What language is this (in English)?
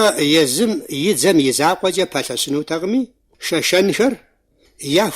Kabardian